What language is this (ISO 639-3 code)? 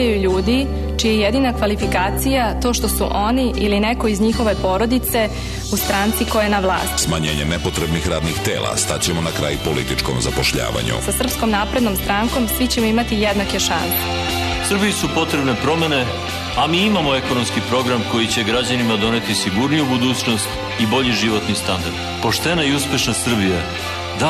srp